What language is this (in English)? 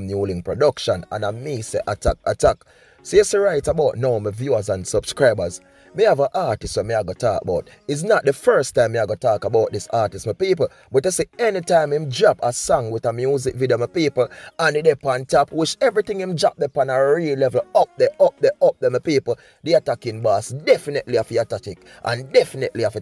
Jamaican Creole English